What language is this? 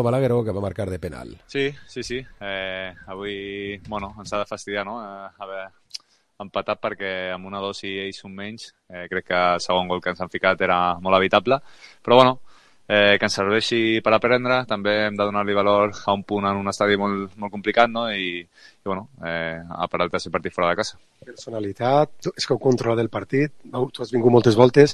Catalan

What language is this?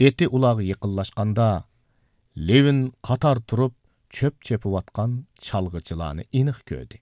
Uyghur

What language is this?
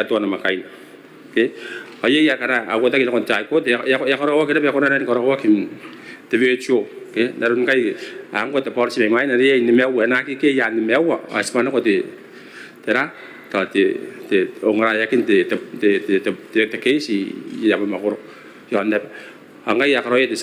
Gilbertese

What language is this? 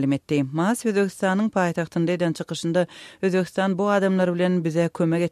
Turkmen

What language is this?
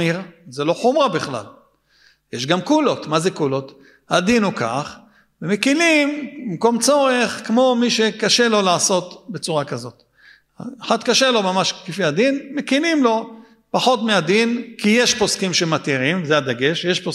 Hebrew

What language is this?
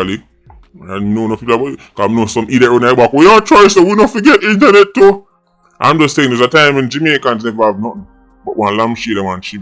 Jamaican Creole English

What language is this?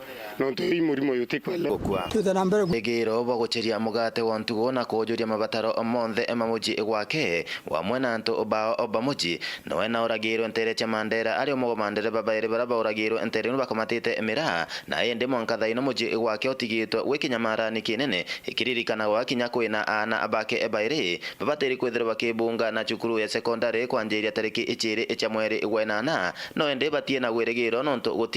Meru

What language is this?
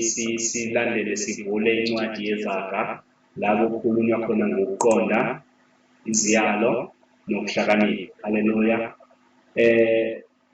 Zulu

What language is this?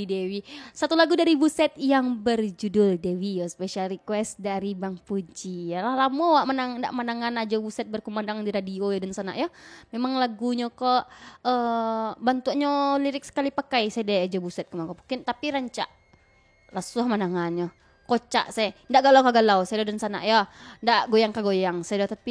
Minangkabau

